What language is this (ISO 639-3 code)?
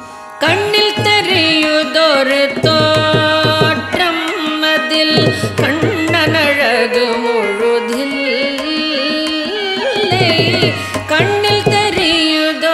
tam